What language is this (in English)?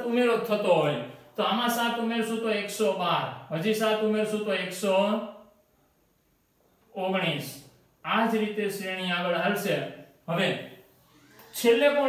Gujarati